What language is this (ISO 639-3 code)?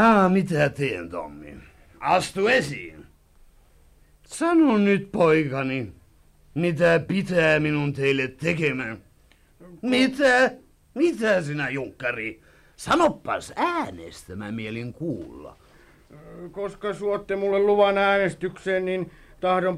fin